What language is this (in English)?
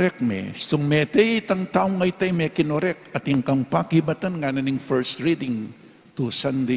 Pampanga